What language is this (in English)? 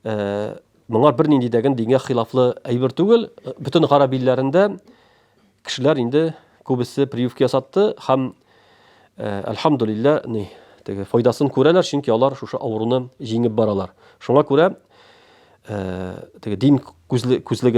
Tatar